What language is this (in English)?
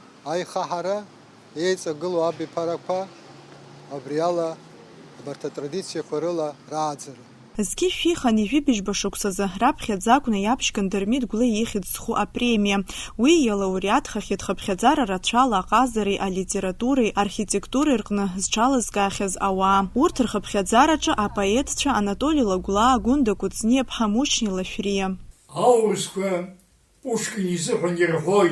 Abkhazian